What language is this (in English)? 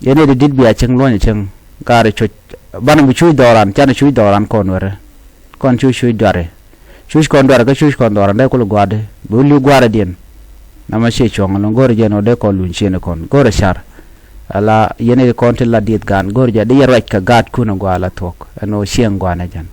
Nuer